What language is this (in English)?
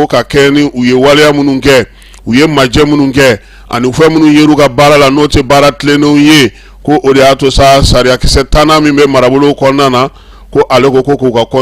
Bambara